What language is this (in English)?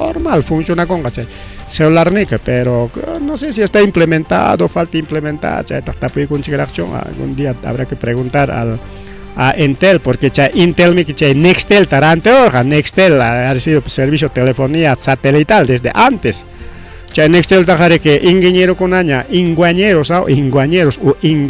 Ayacucho Quechua